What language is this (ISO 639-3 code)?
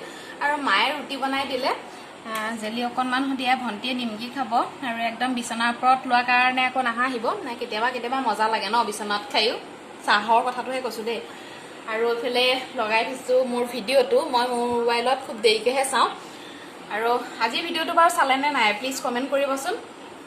asm